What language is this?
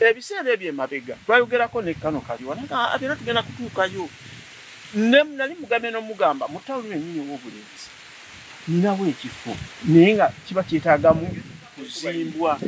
Ganda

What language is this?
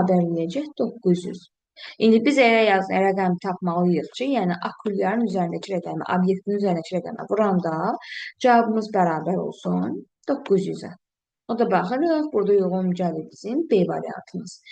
Azerbaijani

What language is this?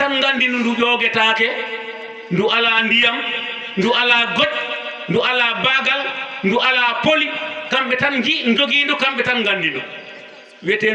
Fula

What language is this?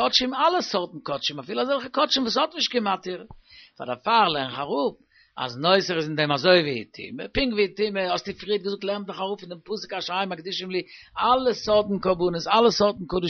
Yiddish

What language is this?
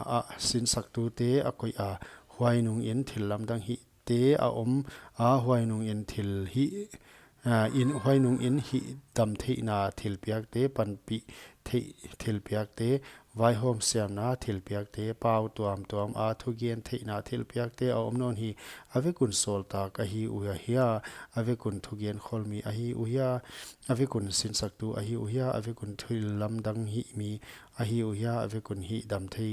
Paite Chin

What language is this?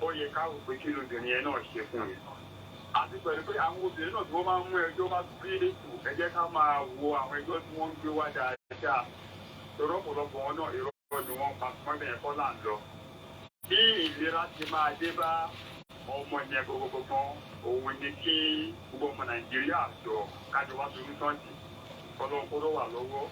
Yoruba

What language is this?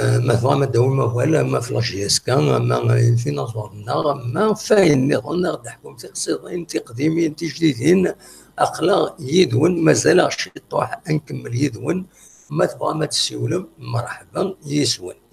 Kabyle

